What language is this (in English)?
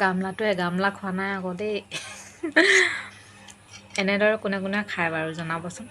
Assamese